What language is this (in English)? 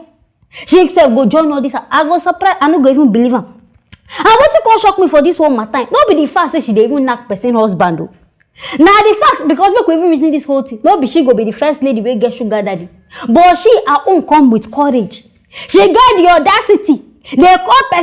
Nigerian Pidgin